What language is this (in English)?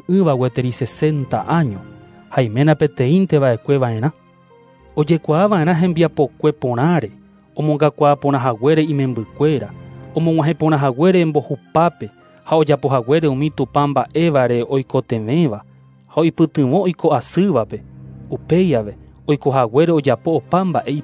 Guarani